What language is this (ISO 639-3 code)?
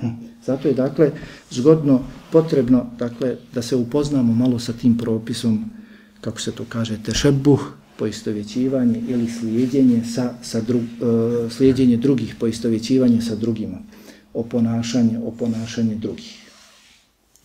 bos